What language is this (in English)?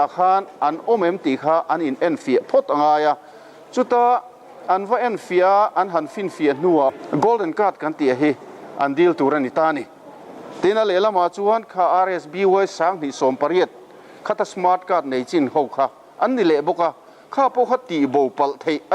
Mizo